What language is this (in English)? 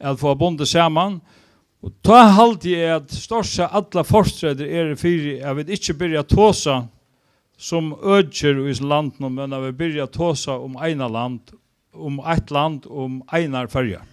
Faroese